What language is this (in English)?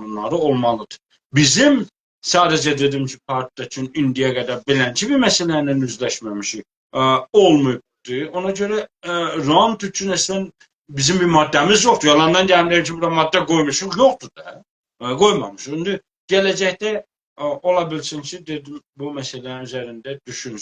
South Azerbaijani